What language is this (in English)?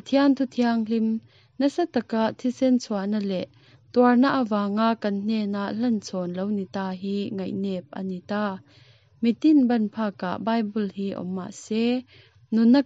Mizo